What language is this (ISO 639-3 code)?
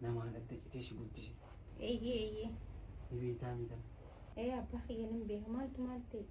orm